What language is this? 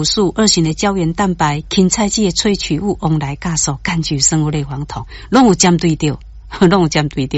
Min Nan Chinese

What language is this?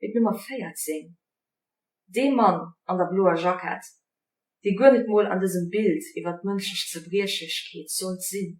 Luxembourgish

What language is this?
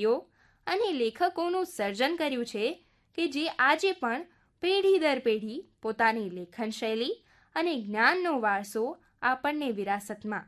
Gujarati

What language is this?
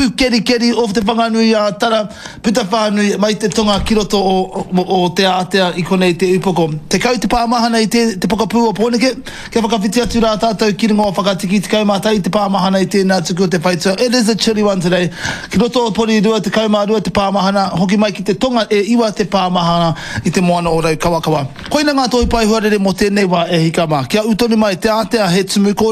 Māori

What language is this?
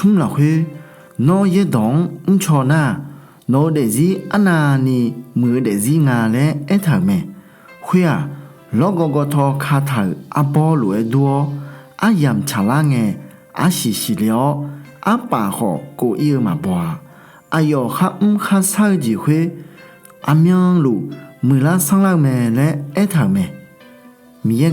Akha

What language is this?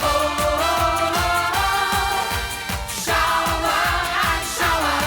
Limburgish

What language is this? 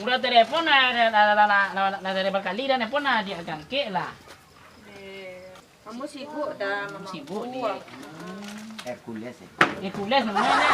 Minangkabau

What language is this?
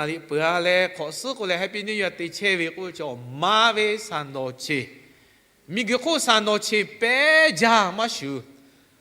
Lahu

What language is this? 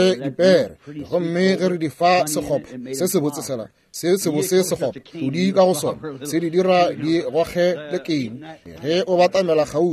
Northern Sotho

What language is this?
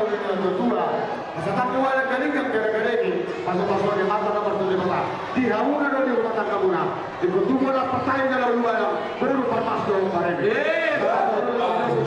Batak Toba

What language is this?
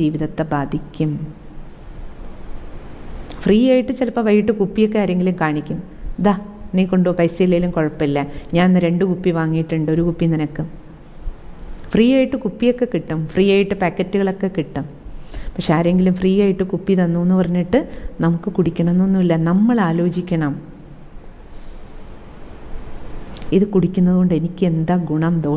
Malayalam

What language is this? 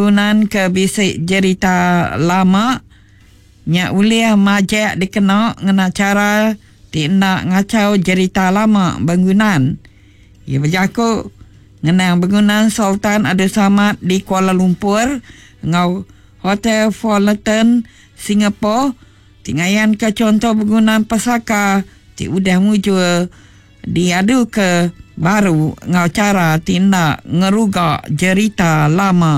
Iban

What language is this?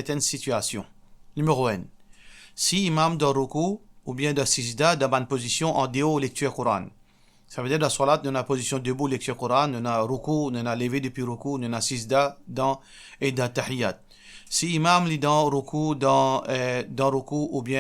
Morisyen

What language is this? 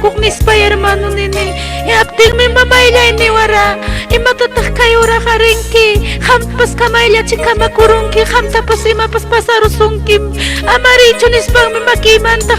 Ayacucho Quechua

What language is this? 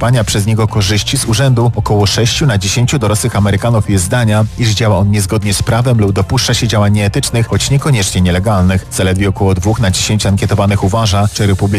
Polish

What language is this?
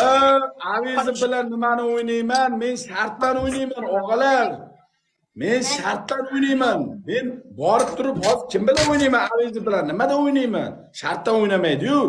Uzbek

